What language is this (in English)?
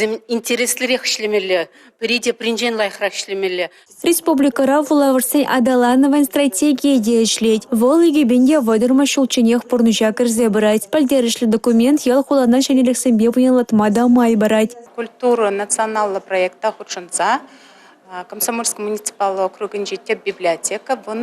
Chuvash